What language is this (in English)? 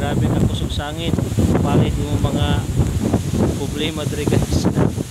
Cebuano